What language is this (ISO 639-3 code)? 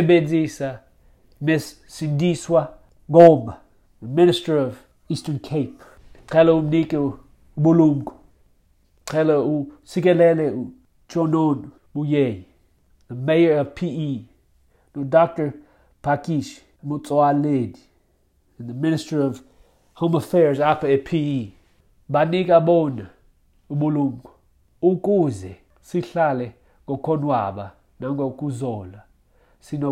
xho